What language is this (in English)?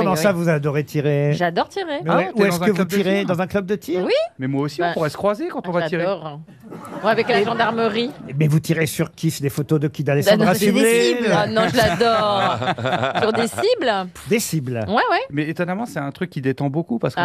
French